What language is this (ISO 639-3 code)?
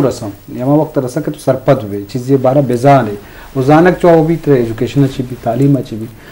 bgp